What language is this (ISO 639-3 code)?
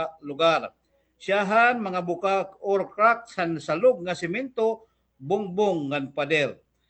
war